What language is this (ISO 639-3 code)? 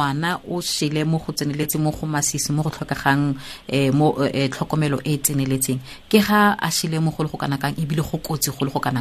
tsn